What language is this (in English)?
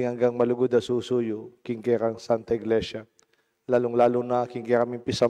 Pampanga